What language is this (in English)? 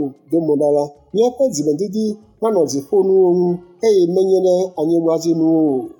Ewe